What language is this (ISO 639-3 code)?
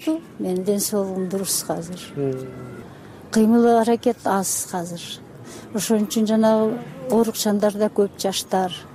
kir